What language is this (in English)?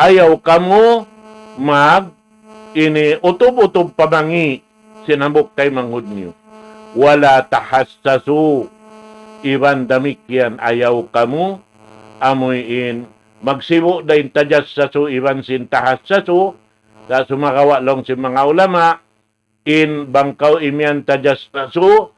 Tausug